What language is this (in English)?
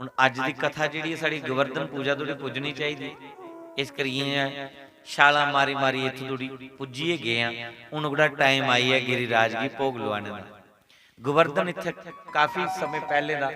Dogri